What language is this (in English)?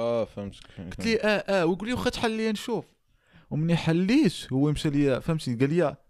Moroccan Arabic